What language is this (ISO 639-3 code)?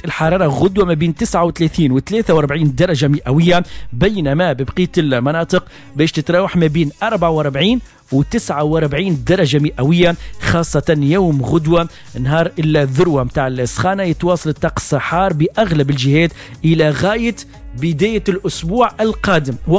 aeb